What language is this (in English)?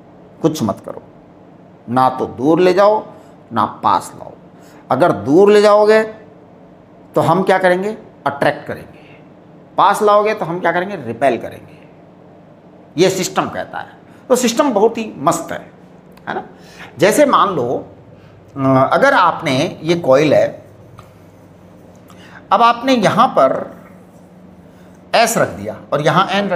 Hindi